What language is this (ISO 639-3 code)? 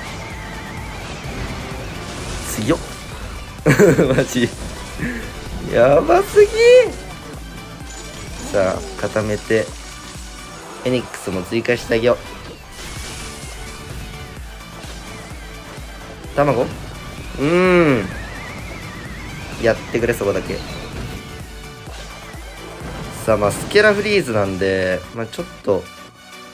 jpn